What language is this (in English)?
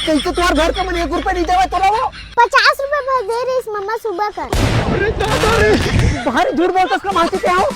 Chhattisgarhi